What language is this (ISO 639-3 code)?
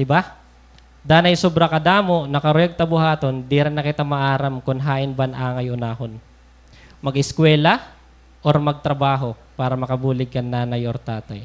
war